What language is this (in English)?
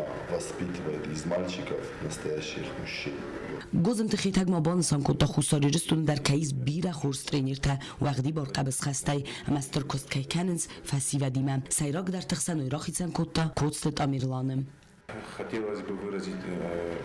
Ossetic